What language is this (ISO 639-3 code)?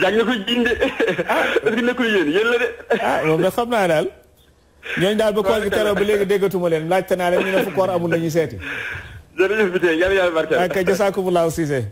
wol